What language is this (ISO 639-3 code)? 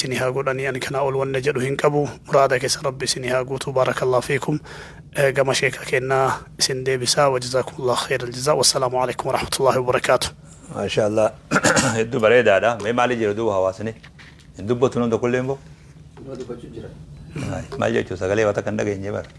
orm